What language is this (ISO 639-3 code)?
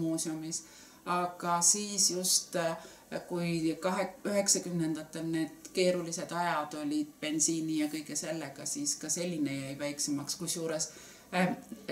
est